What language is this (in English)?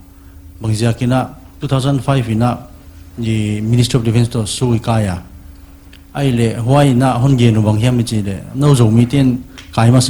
Paite Chin